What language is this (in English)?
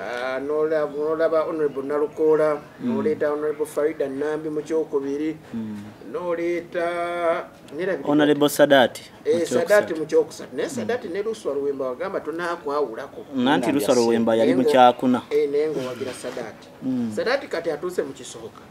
Ganda